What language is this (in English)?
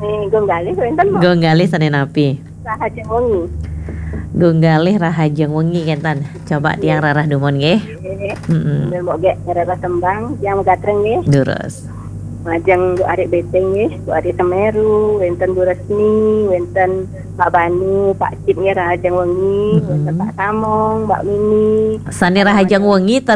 Balinese